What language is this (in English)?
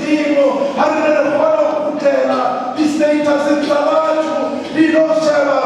Southern Sotho